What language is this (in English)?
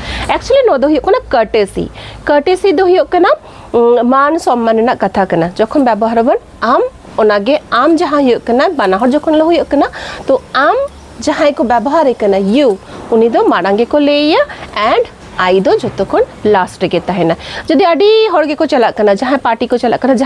Santali